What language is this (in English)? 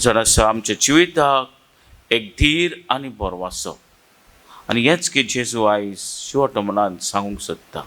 Konkani